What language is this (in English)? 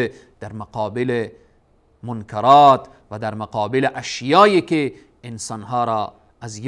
Persian